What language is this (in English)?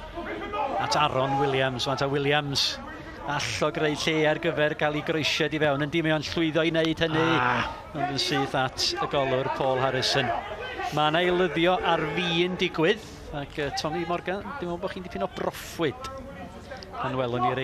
Welsh